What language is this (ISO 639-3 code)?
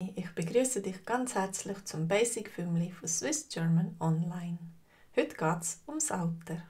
gsw